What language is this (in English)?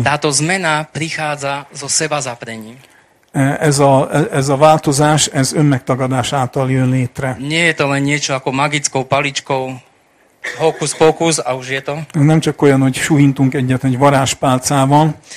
Slovak